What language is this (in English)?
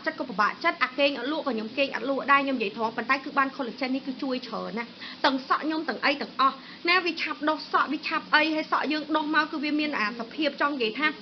Khmer